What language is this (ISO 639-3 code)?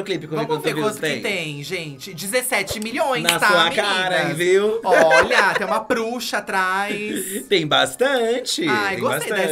por